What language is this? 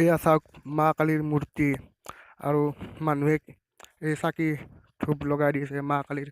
Assamese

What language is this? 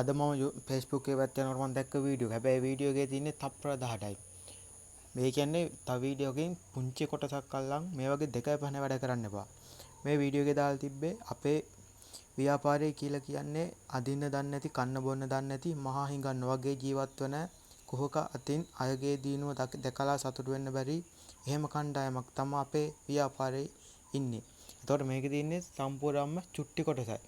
Sinhala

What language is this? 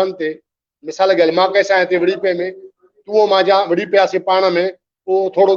Sindhi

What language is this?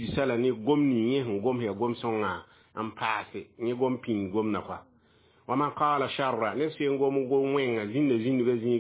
Mossi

